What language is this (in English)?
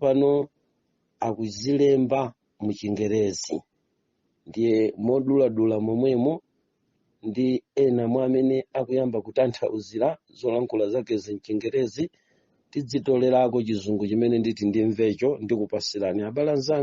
Nyanja